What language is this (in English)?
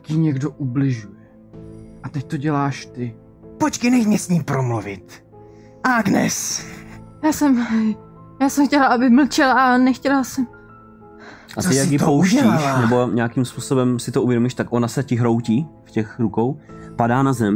Czech